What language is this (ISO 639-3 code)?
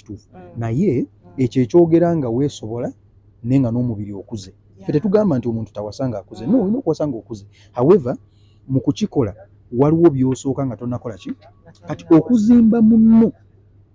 lug